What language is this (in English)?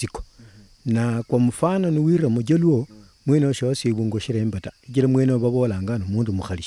Luyia